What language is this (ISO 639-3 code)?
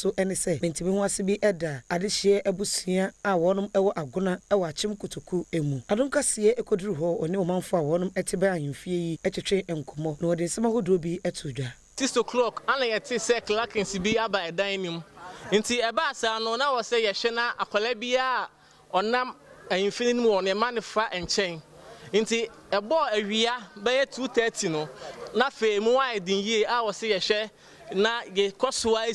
aka